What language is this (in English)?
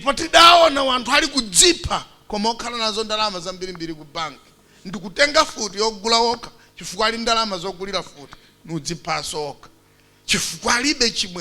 Nyanja